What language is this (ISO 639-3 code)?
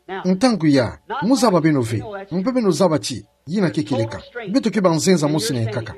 ktu